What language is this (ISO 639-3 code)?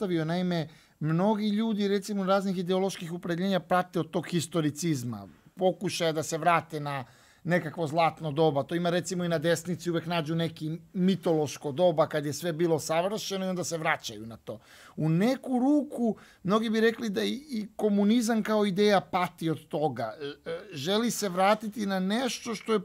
srp